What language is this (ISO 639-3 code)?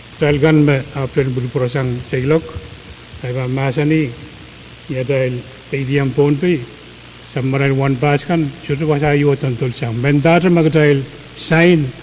pon